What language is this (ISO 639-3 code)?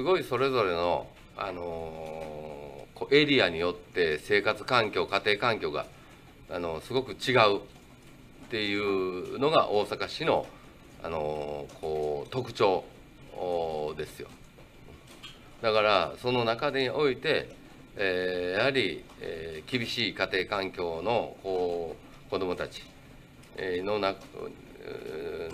jpn